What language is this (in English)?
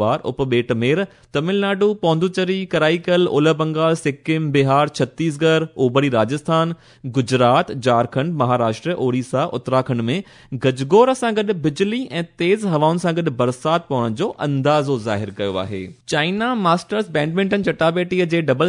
Sindhi